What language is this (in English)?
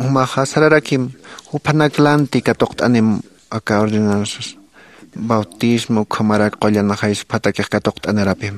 Aymara